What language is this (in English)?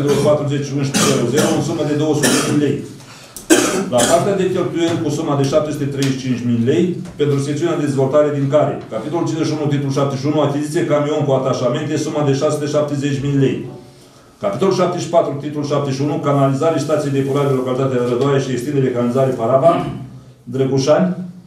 Romanian